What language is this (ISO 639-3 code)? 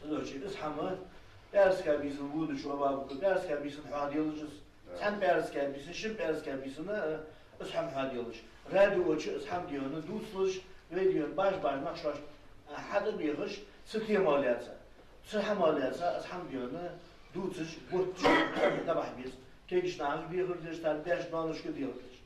inh